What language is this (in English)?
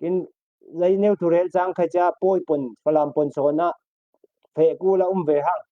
Falam Chin